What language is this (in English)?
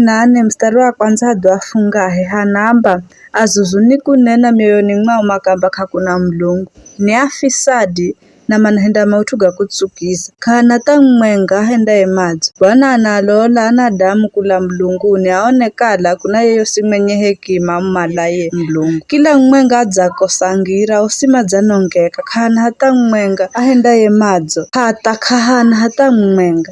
Giryama